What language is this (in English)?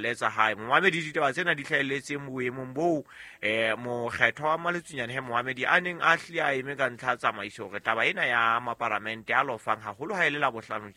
Southern Sotho